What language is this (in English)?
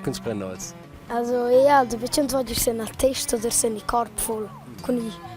Romansh